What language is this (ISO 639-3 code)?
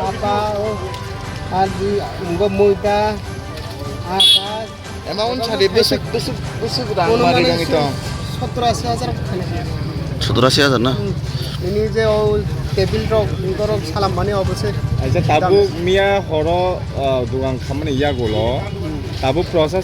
trp